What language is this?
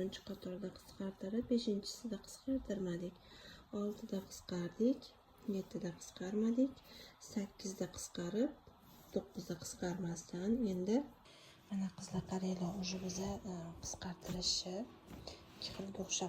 Uzbek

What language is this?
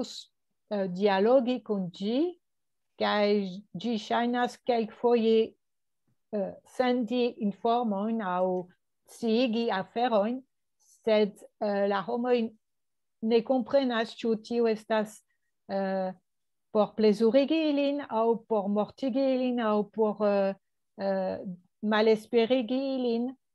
Esperanto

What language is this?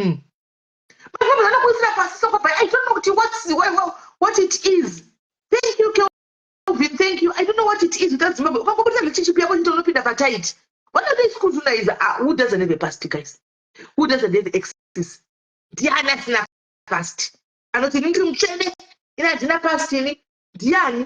Shona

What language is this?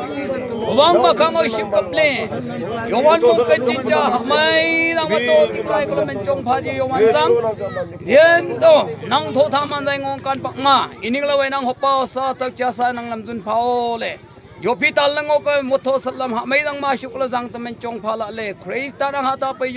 Wancho Naga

